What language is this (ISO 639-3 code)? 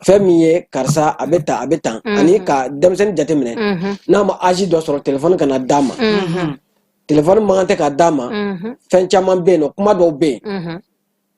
bam